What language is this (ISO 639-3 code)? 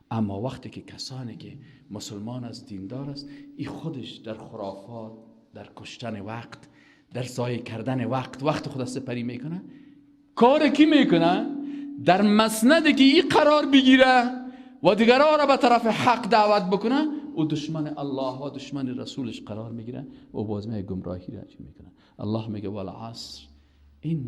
fas